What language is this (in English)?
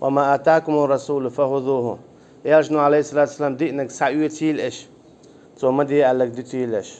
Chechen